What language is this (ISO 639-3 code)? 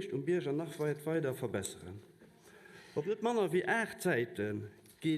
ltz